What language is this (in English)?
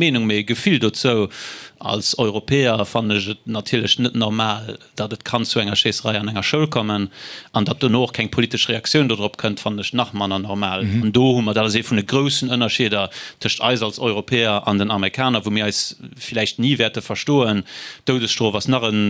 Luxembourgish